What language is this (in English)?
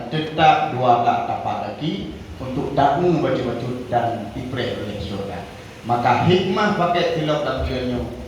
Achinese